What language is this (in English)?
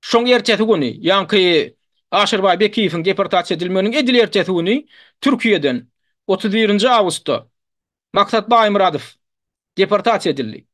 Turkmen